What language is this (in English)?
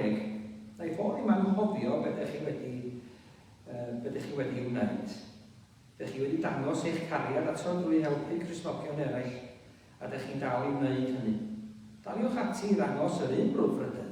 Welsh